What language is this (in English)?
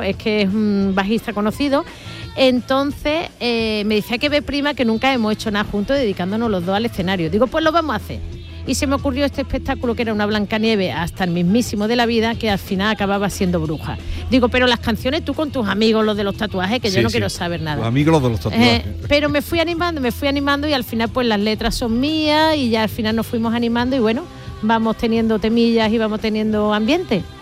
Spanish